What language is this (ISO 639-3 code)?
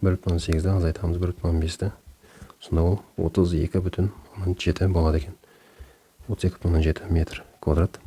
kaz